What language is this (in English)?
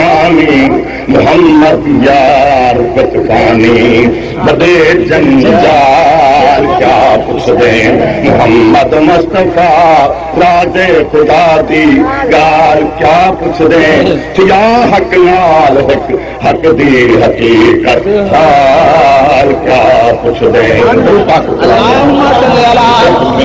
Saraiki